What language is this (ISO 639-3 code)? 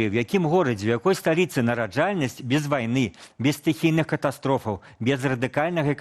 bel